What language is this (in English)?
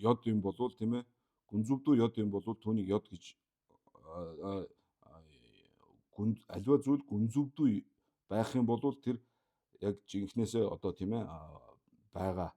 Mongolian